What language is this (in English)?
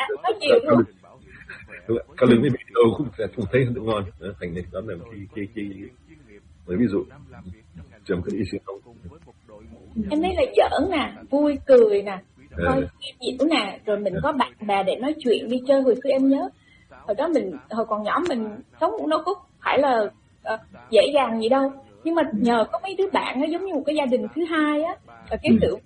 Vietnamese